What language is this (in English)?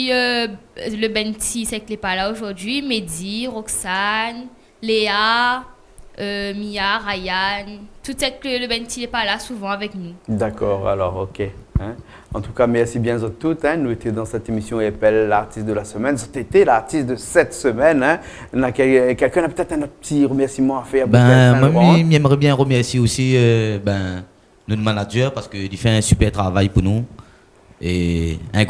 Réunion Creole French